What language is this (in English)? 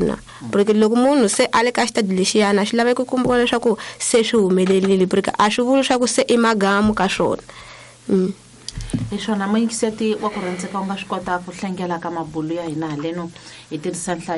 Tsonga